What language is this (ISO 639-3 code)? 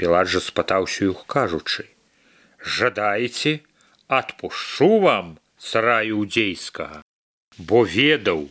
bel